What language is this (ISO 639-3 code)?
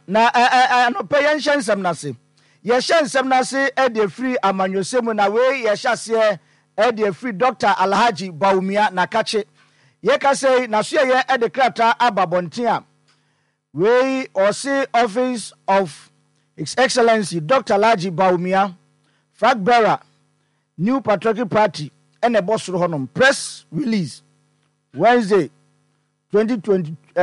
aka